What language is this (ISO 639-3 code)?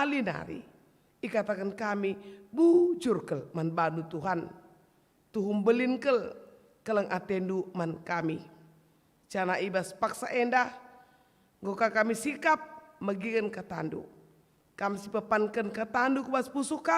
btx